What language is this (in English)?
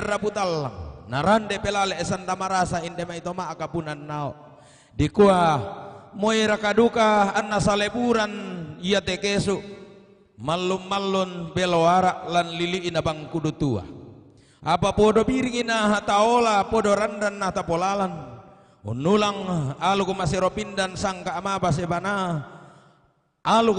Toraja-Sa'dan